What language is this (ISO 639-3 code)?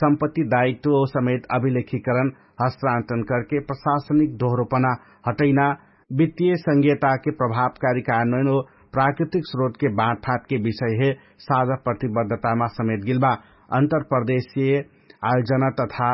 thl